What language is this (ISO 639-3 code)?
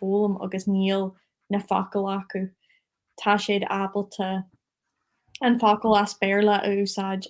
gle